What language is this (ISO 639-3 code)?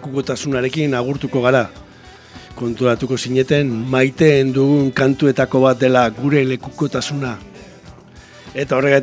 eus